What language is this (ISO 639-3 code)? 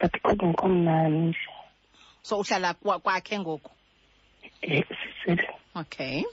xho